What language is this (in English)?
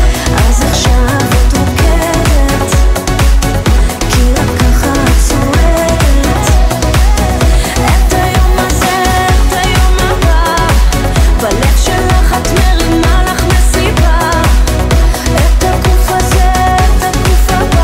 Hebrew